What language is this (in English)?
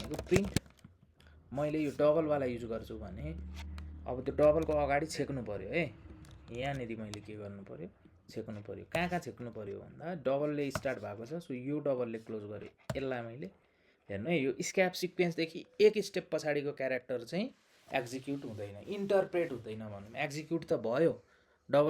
Nepali